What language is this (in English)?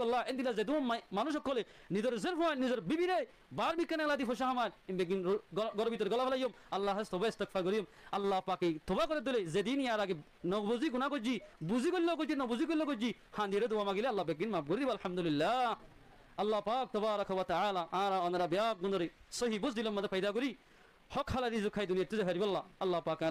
Rohingya